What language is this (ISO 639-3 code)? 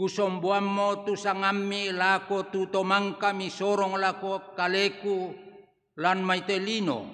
sda